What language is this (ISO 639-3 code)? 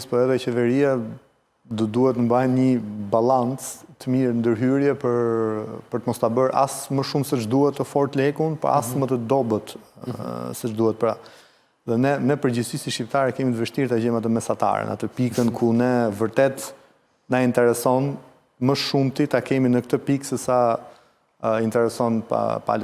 sqi